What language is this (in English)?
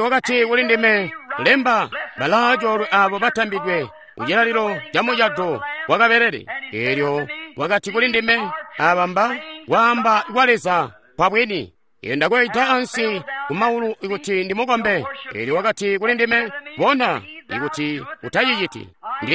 Tonga (Zambia)